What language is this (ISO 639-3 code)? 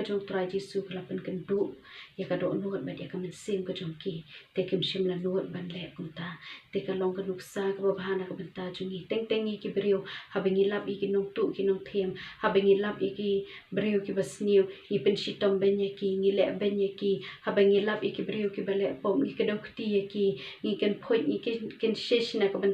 kha